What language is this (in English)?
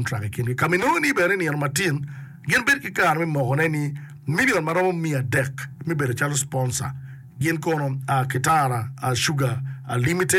Acoli